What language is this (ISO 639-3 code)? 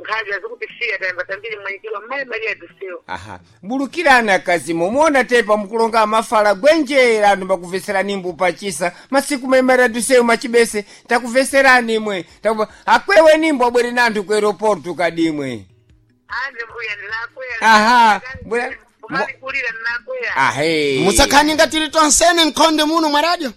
seh